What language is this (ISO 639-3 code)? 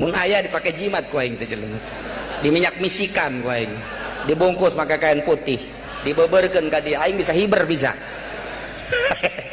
sun